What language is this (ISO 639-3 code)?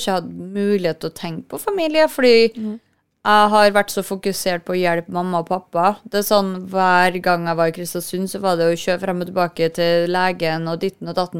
nor